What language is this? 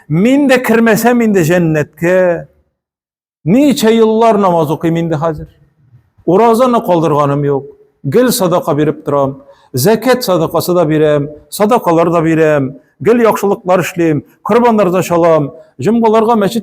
Tatar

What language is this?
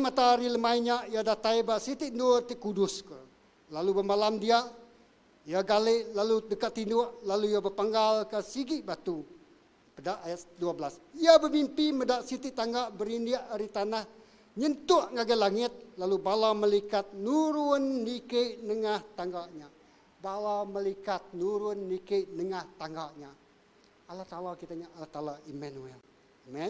Iban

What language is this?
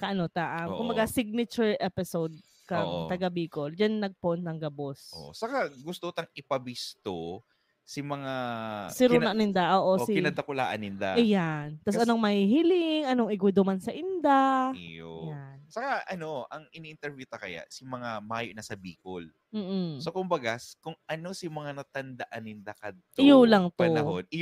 Bikol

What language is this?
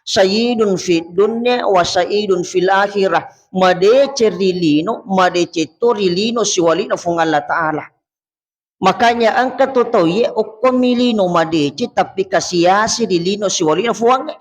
Buginese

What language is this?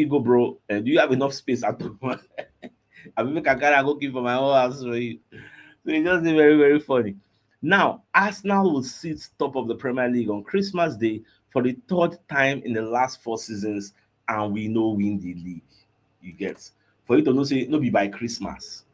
Nigerian Pidgin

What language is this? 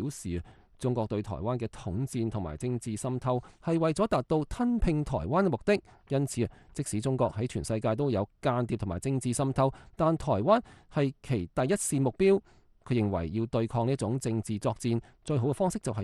Cantonese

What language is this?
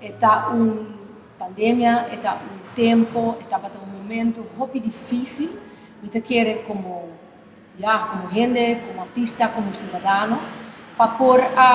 Papiamento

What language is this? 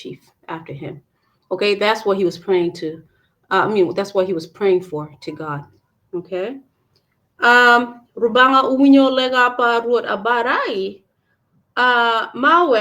Acoli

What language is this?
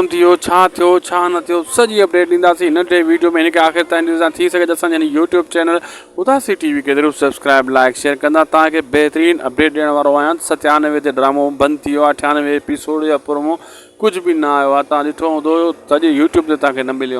Sindhi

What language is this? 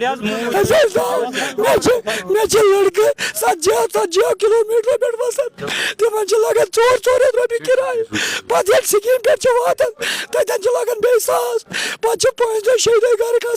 Kashmiri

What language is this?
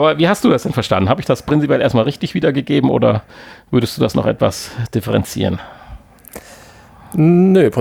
German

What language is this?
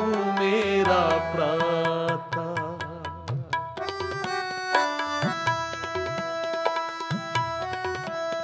Punjabi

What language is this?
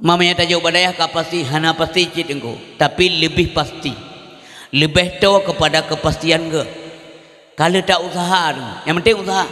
Achinese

